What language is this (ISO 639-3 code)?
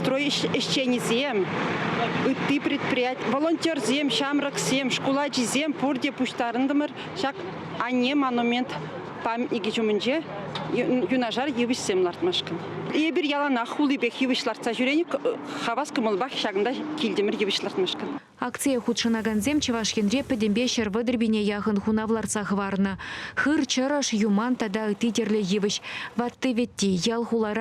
chv